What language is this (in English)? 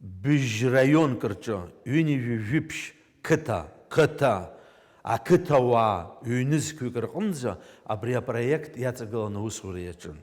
Abkhazian